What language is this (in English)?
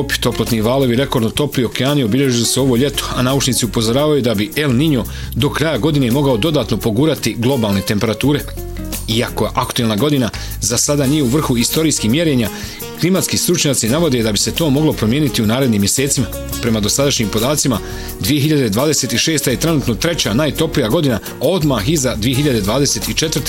Bosnian